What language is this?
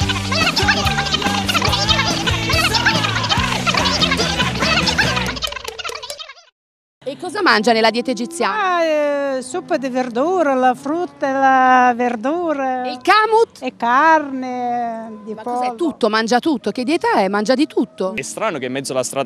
Italian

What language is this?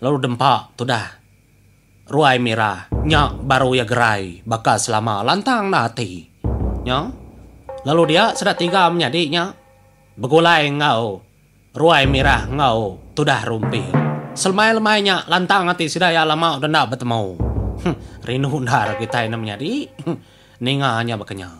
Iban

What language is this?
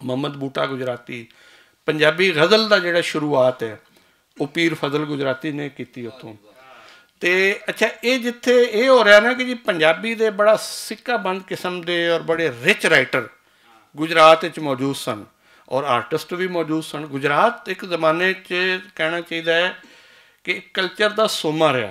Western Panjabi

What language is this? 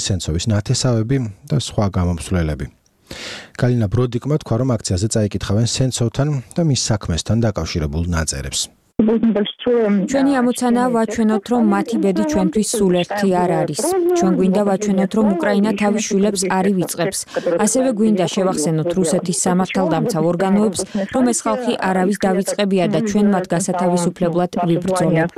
Georgian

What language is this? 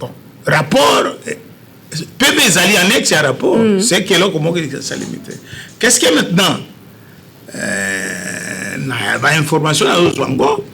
Lingala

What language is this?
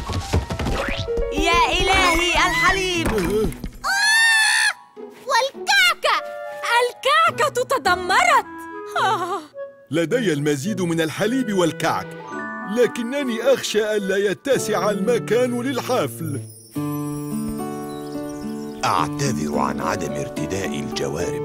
Arabic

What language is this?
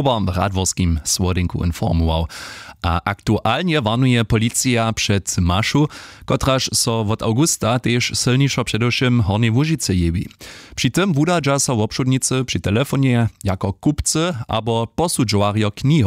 Upper Sorbian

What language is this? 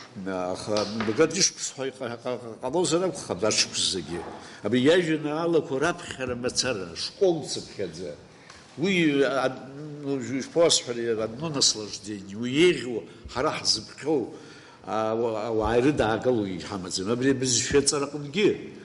Abkhazian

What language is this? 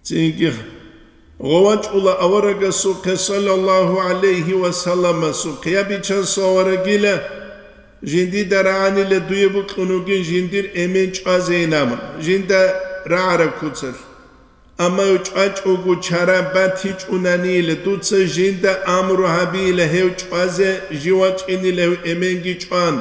Avaric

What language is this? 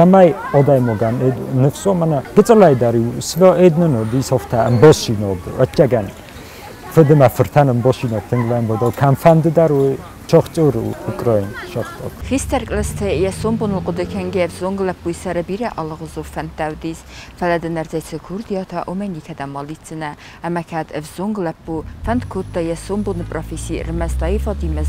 Ossetic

